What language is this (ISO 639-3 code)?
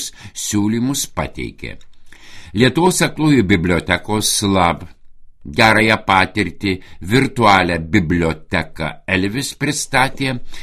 lit